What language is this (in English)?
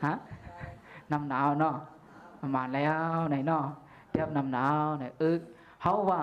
Shan